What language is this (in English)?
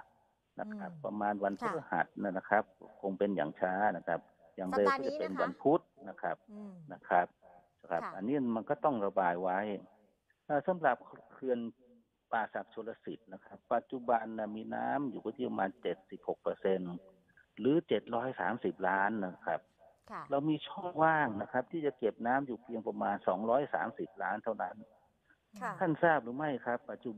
Thai